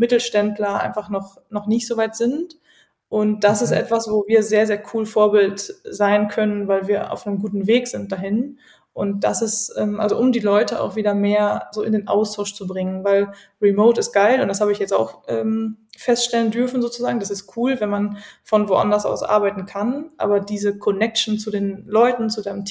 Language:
German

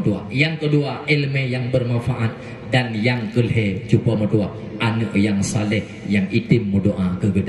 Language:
Achinese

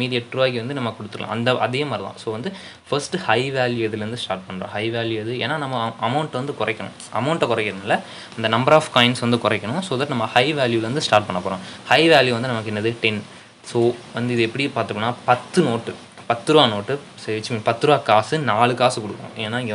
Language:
Tamil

